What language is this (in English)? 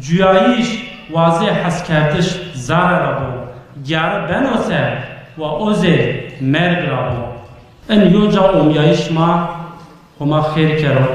Zaza